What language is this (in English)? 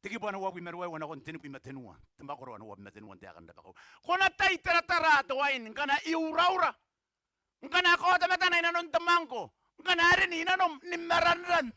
Gilbertese